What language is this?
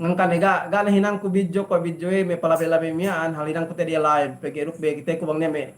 Yakan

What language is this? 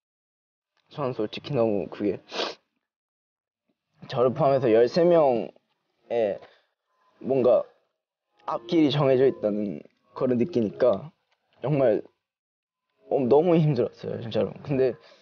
Korean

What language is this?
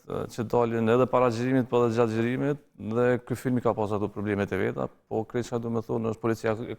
Albanian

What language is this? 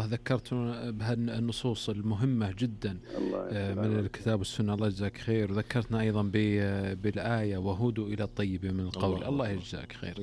Najdi Arabic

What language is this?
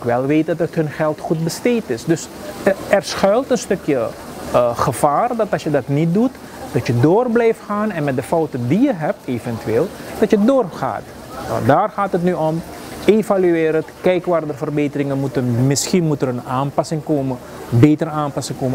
Dutch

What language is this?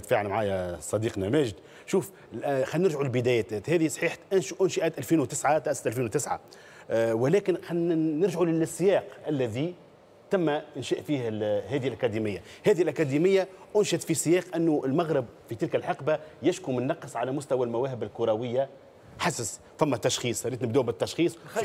Tunisian Arabic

